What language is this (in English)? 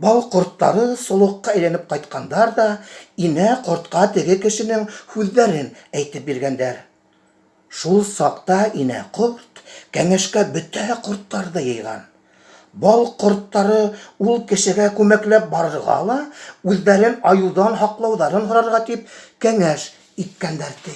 Bashkir